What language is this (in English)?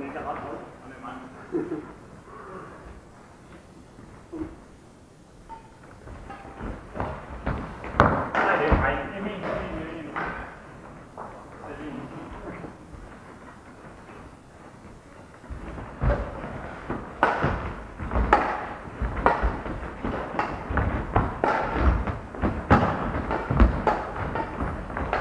Danish